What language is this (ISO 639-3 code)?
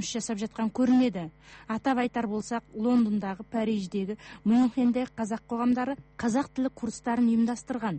kaz